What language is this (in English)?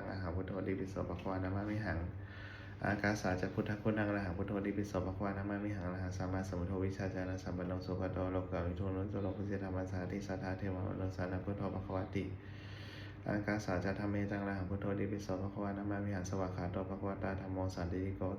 Pali